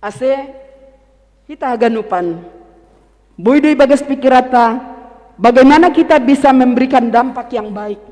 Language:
Batak Simalungun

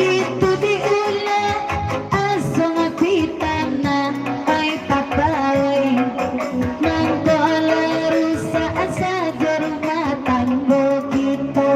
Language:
Minangkabau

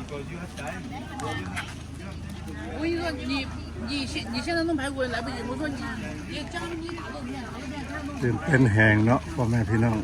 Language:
Lao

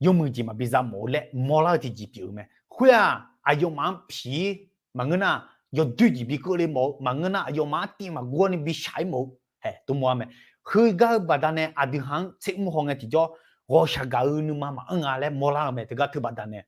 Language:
Akha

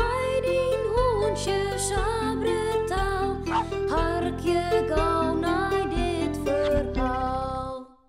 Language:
Western Frisian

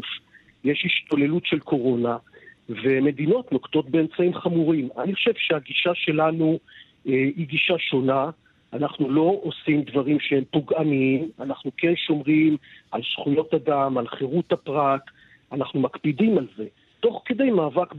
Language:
Hebrew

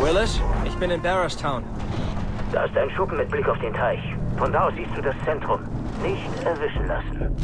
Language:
Bavarian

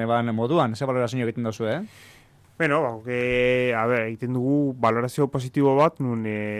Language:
Basque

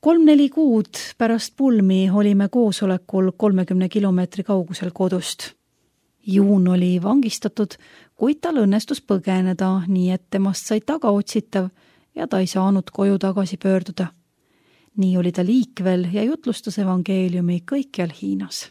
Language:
Estonian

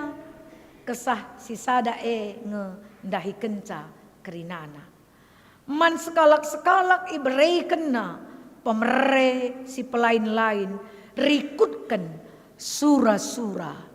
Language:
Batak Karo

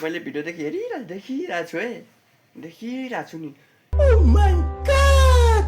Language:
Nepali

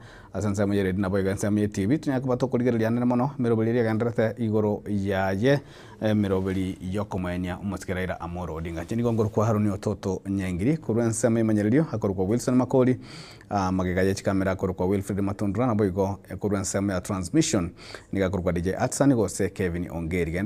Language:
Gusii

